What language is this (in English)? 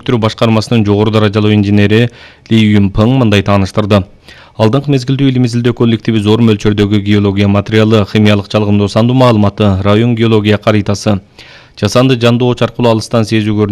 Kyrgyz